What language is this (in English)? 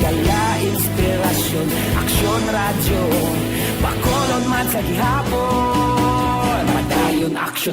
Hiligaynon